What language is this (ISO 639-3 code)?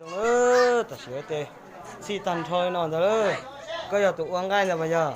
hmn